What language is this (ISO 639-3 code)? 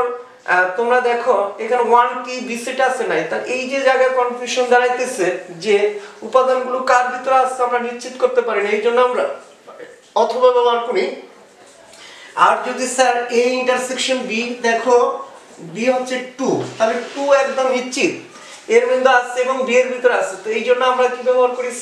ben